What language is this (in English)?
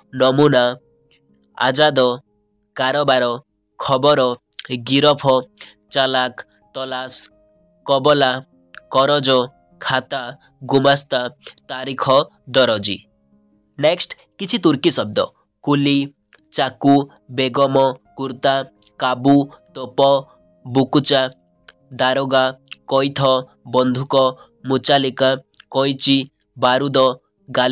Odia